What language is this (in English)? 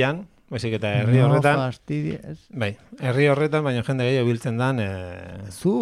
Basque